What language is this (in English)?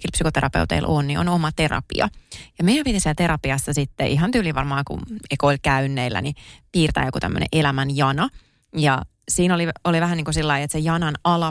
Finnish